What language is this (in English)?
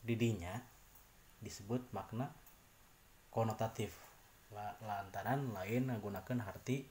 Sundanese